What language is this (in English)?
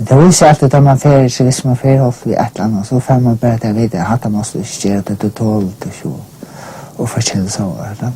Faroese